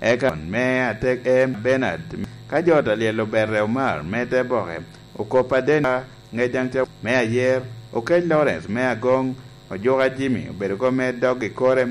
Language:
Lango (Uganda)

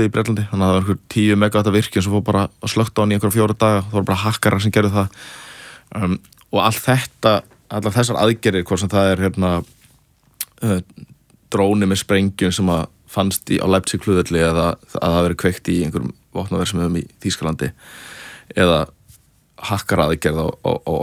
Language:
Icelandic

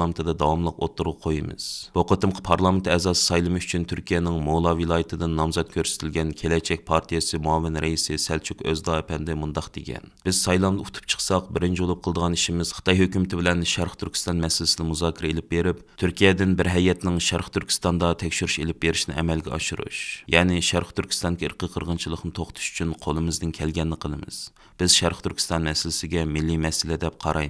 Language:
Uyghur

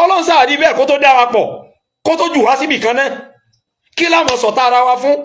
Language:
Yoruba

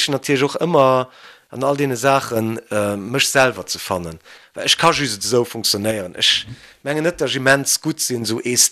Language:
Luxembourgish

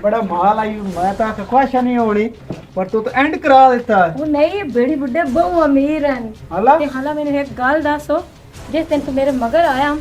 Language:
Western Panjabi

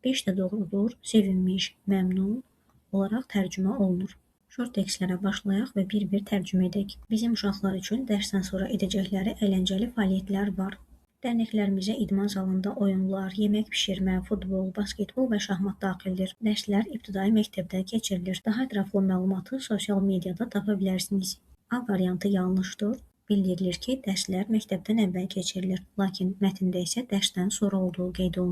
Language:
Azerbaijani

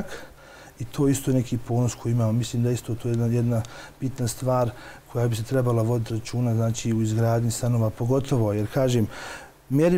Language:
Bosnian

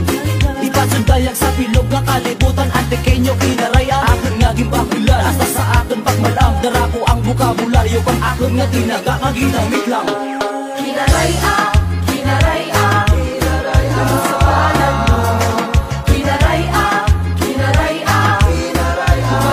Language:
Kinaray-a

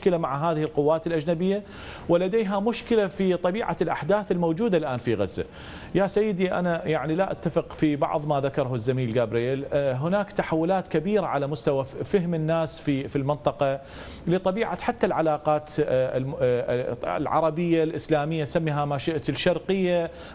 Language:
Arabic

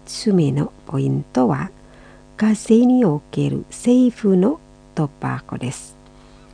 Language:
Japanese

